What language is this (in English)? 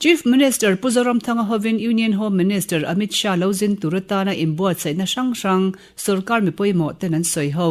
Mizo